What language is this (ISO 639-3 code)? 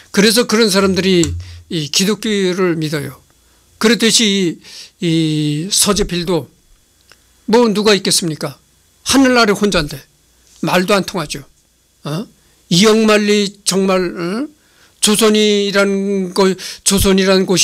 kor